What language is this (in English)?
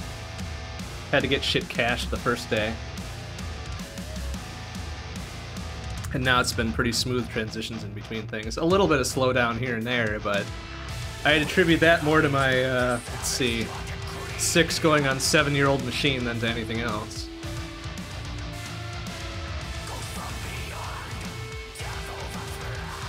English